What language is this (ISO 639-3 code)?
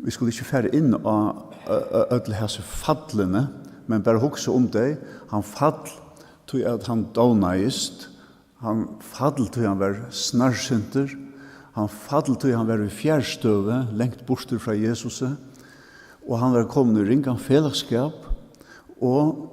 fao